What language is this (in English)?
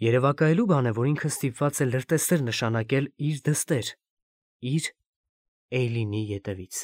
Armenian